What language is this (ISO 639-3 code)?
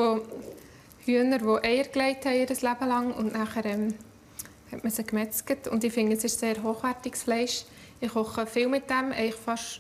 gsw